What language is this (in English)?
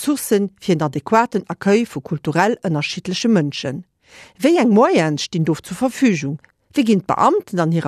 Luxembourgish